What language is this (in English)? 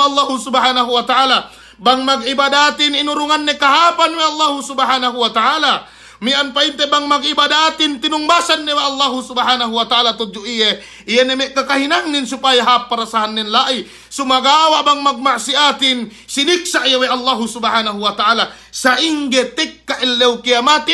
Yakan